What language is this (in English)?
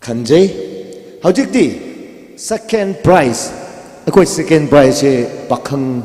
Tangkhul Naga (India)